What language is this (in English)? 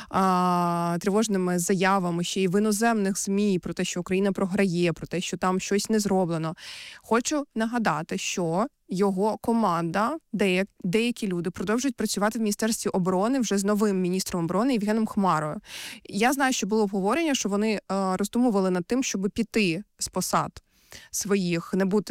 Ukrainian